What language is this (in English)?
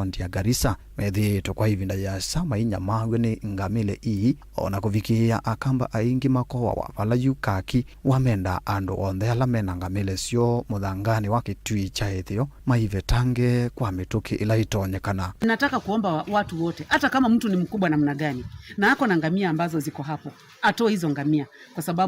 Kamba